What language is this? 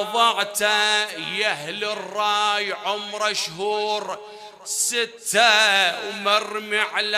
Mesopotamian Arabic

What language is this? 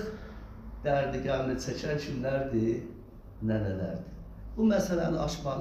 South Azerbaijani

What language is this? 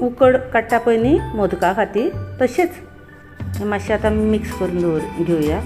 Konkani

